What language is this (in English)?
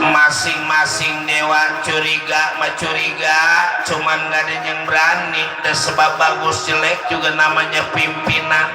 Betawi